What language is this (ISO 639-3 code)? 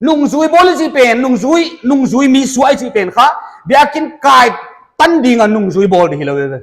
pck